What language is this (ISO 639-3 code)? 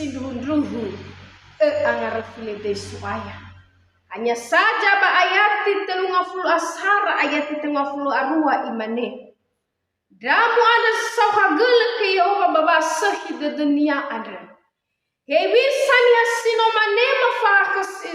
nia